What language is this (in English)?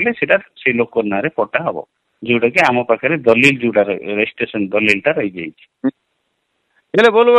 Odia